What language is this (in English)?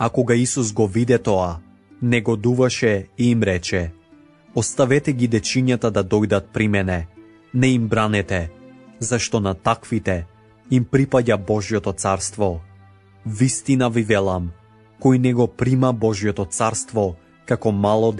Macedonian